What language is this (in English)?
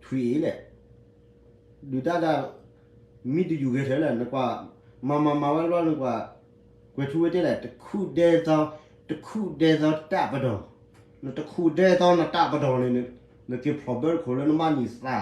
S'gaw Karen